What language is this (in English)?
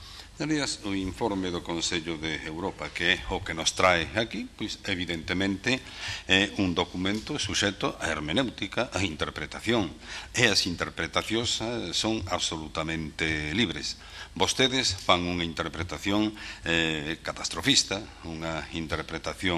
Galician